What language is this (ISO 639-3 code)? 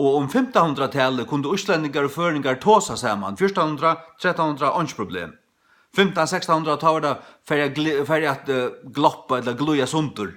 fao